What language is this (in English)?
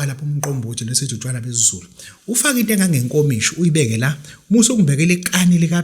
Zulu